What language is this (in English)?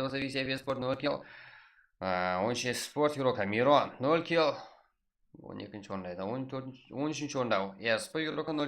Kara-Kalpak